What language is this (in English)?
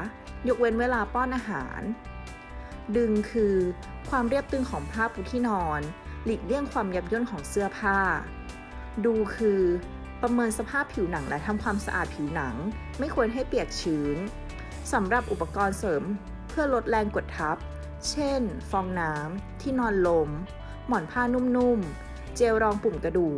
Thai